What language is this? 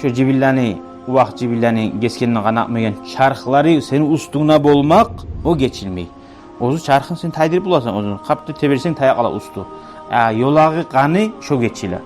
Kumyk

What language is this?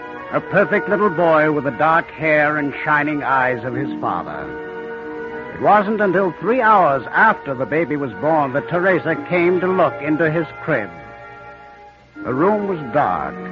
English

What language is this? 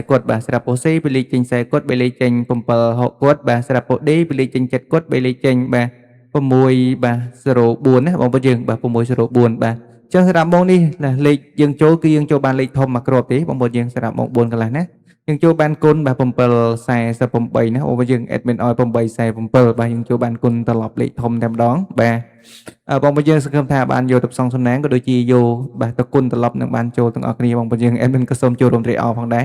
Khmer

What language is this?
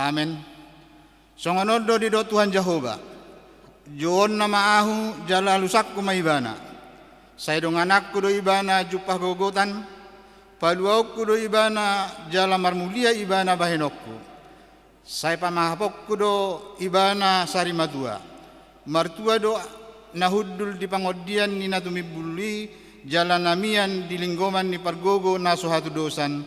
Batak Toba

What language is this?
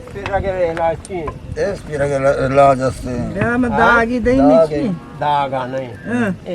Eastern Balochi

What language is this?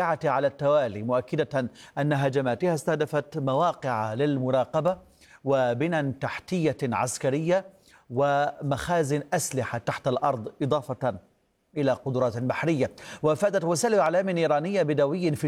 Arabic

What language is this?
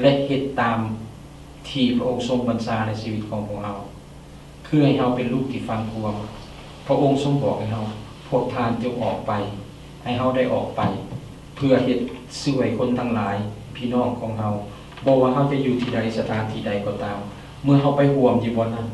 Lao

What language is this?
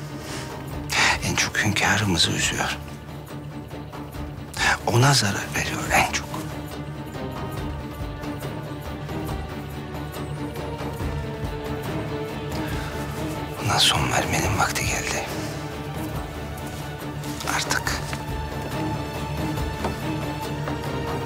Turkish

